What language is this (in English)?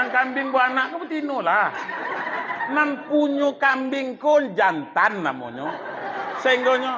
Minangkabau